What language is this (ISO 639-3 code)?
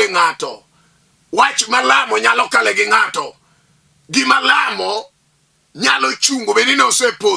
luo